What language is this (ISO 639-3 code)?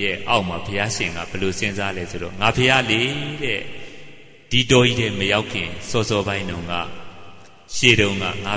mya